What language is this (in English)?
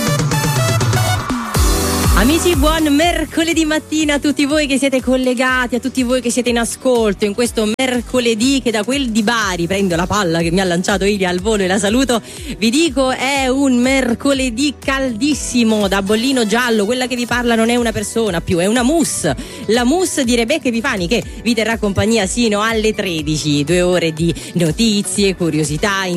Italian